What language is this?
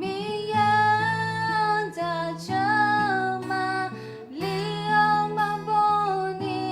Akha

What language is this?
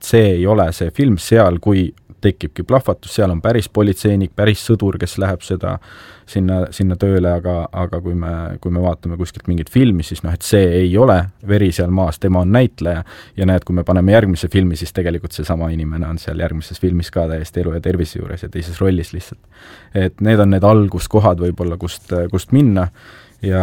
Estonian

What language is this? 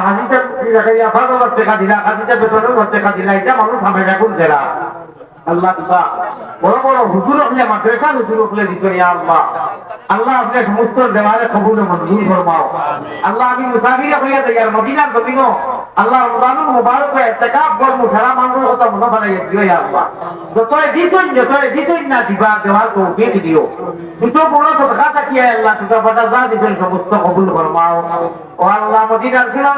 Sylheti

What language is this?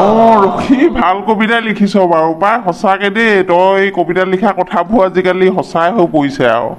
Assamese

